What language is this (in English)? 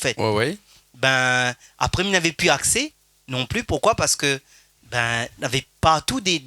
Réunion Creole French